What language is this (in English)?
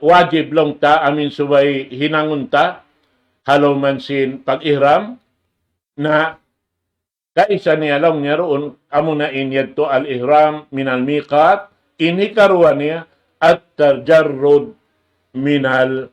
Tausug